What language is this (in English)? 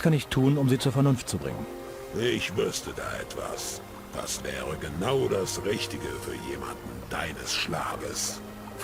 Bavarian